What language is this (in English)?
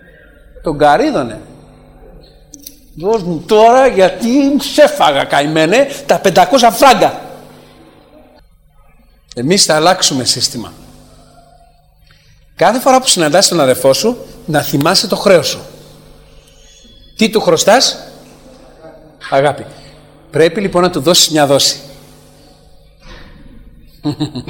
Greek